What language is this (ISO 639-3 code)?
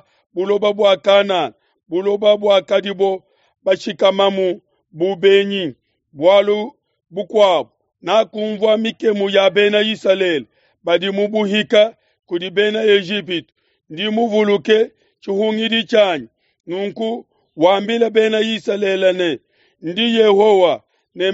lua